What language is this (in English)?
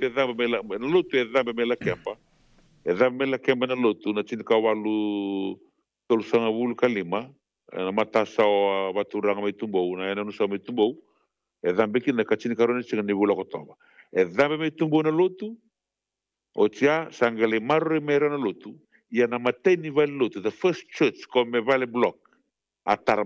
Fijian